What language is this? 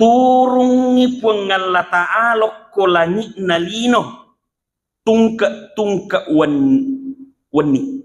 Buginese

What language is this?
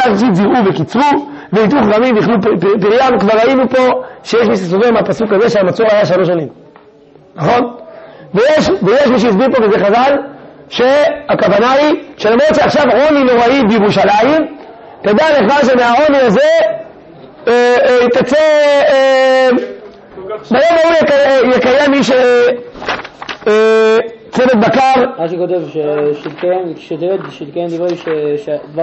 Hebrew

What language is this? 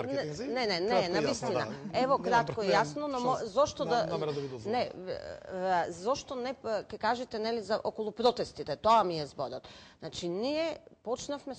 Macedonian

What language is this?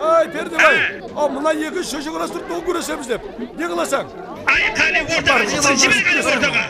Kara-Kalpak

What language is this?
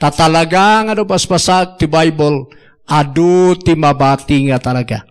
Iloko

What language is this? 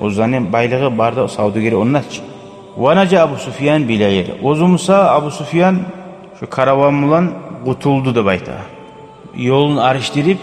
Kumyk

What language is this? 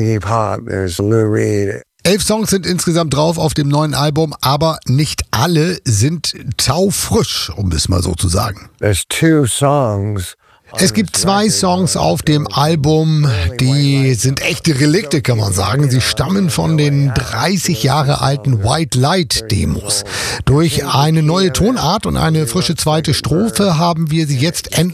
German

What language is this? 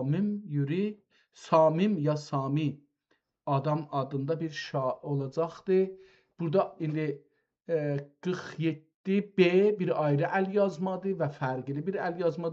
South Azerbaijani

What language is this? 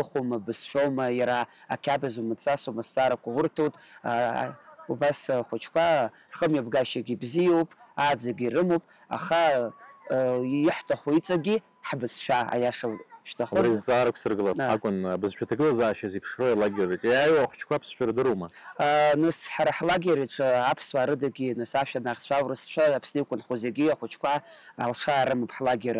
Abkhazian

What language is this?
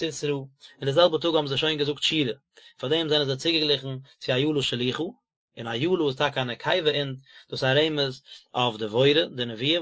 Yiddish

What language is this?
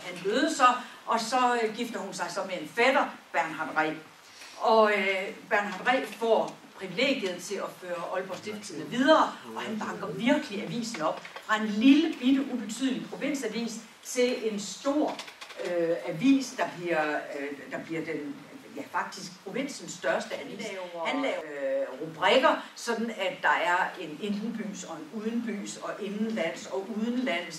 Danish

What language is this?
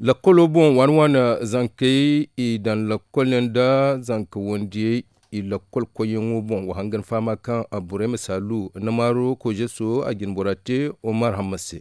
Zarma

